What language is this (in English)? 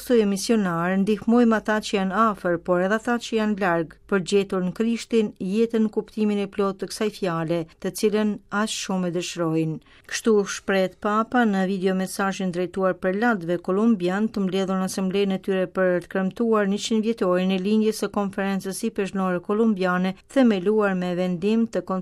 Albanian